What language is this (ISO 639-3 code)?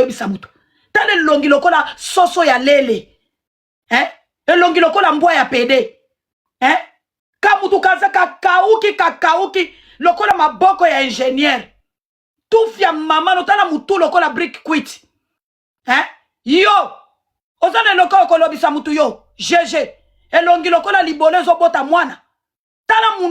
lin